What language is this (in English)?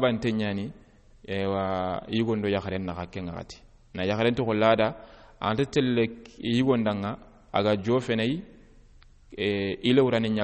Soninke